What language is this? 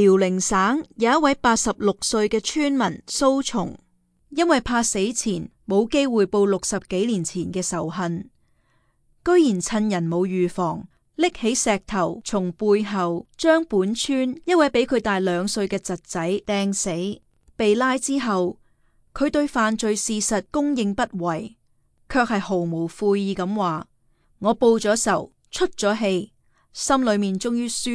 Cantonese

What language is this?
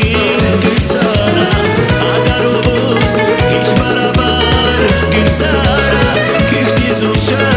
Tabassaran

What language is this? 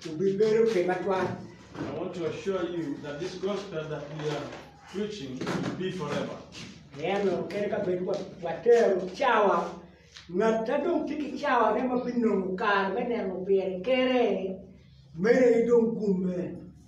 Acoli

